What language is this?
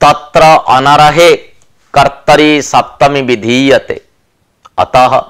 Sanskrit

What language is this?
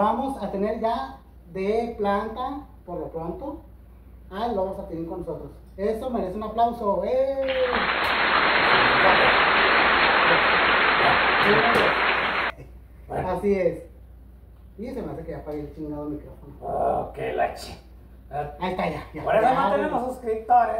Spanish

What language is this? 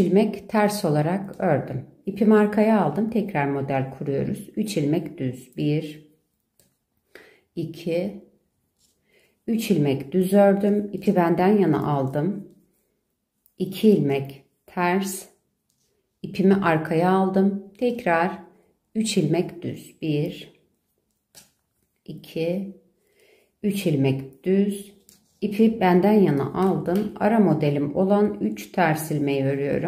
Turkish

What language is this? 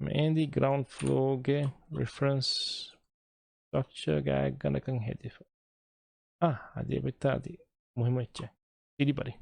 Divehi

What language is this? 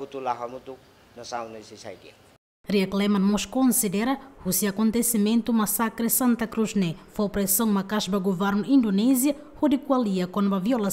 Tetum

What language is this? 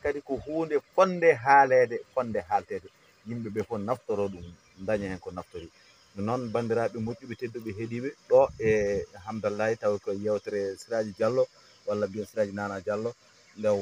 Fula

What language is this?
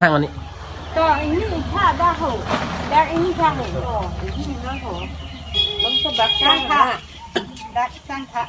Karbi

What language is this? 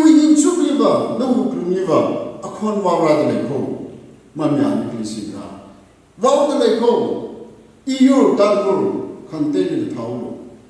Tangkhul Naga (India)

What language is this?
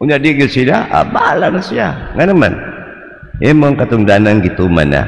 Cebuano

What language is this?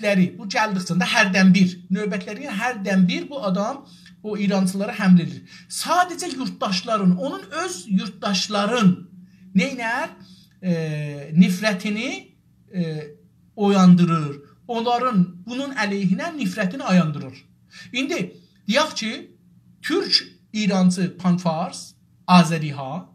South Azerbaijani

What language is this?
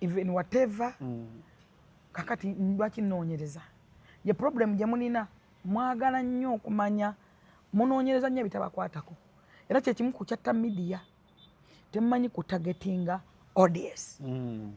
Ganda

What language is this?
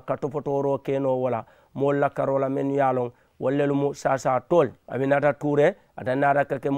Mandingo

